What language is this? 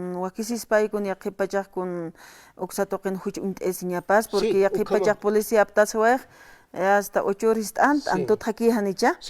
Aymara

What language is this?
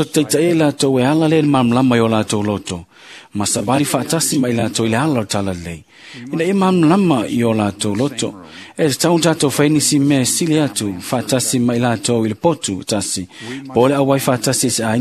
Samoan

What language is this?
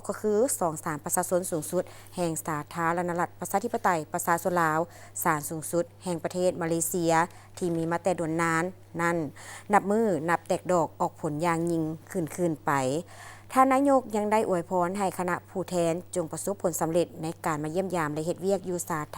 Lao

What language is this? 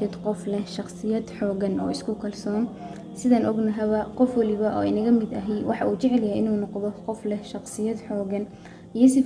Somali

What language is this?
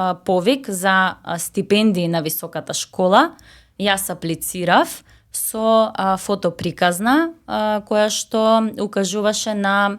Macedonian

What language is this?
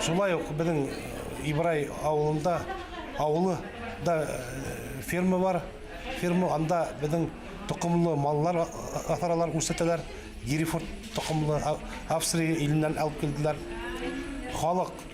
Bashkir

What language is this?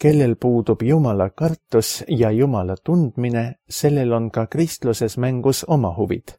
Estonian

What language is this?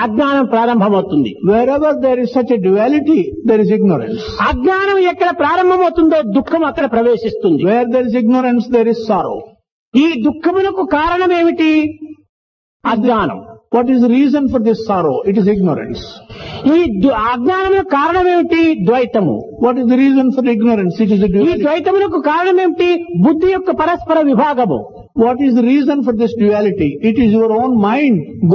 Telugu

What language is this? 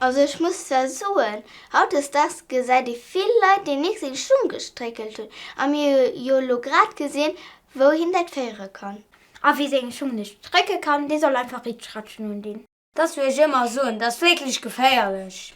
Luxembourgish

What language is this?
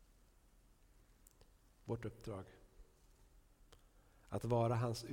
Swedish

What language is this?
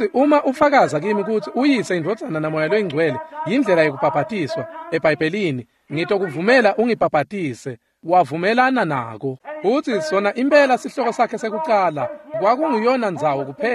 Swati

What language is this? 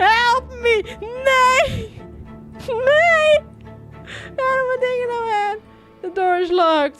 Western Frisian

